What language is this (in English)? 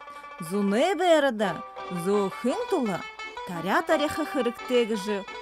Buriat